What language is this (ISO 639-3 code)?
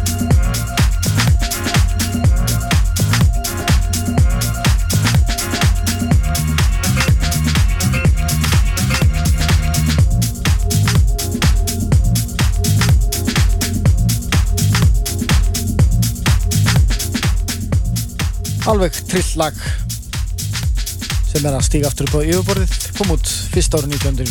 isl